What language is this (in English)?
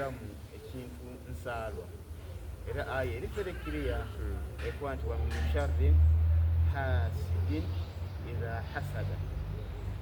Soga